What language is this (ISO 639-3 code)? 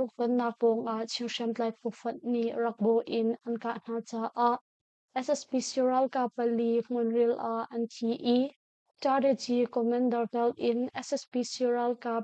cnh